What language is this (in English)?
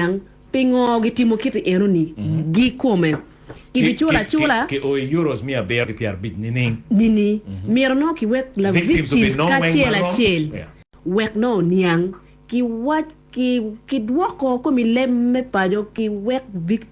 Acoli